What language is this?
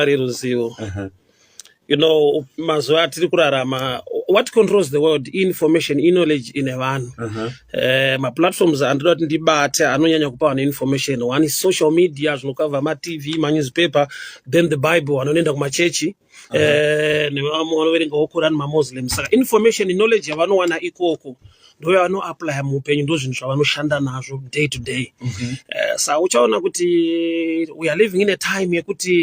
Shona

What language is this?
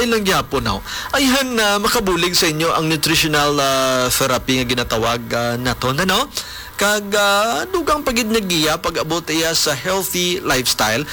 Hiligaynon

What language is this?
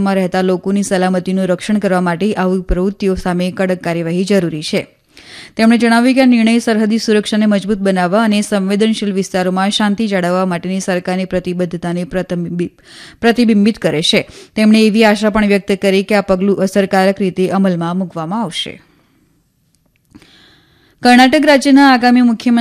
Gujarati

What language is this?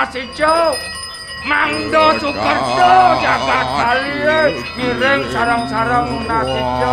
Balinese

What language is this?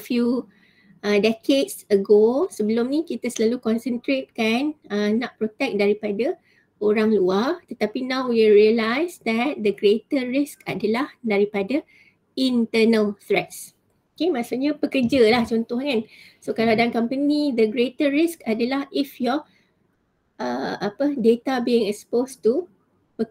Malay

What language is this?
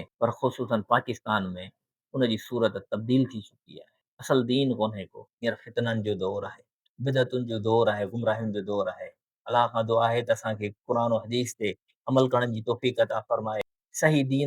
Sindhi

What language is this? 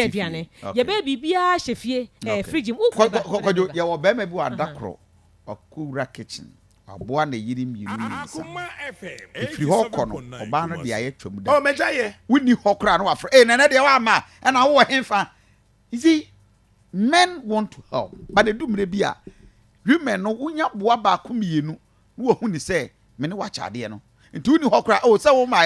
Akan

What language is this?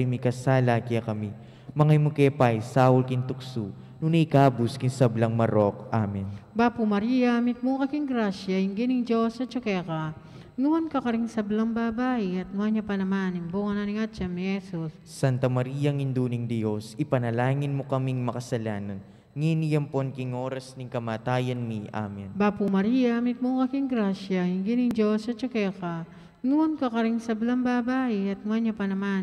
Pampanga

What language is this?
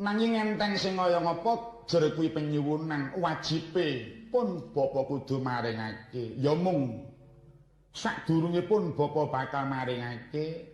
Javanese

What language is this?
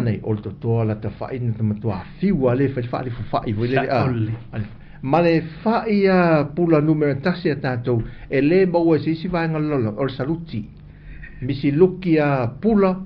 Samoan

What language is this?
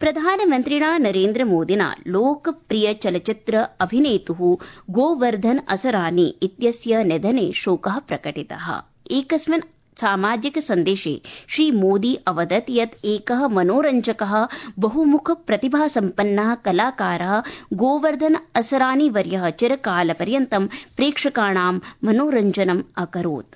Sanskrit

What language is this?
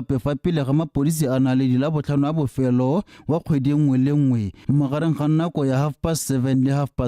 Tswana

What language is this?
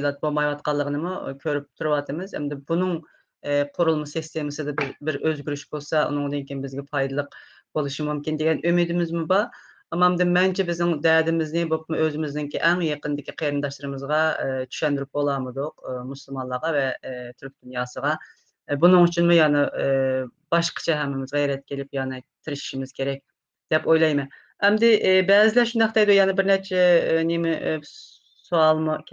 Uyghur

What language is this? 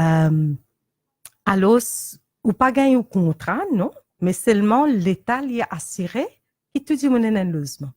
Morisyen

